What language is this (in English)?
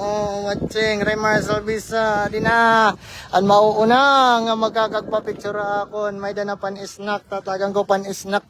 Waray